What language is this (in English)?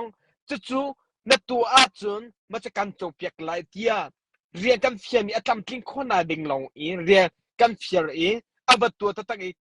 Hakha Chin